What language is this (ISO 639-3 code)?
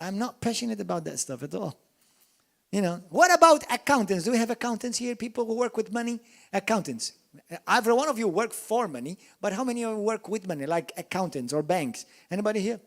eng